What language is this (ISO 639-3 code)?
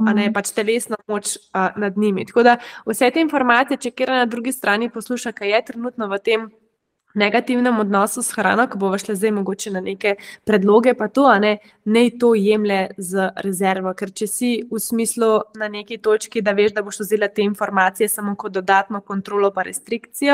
slv